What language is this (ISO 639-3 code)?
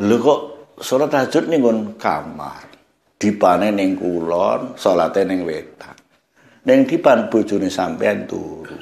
jav